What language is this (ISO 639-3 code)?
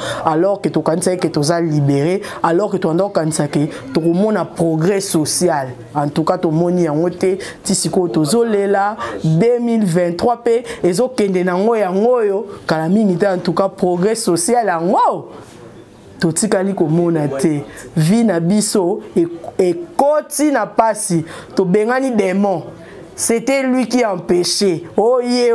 lin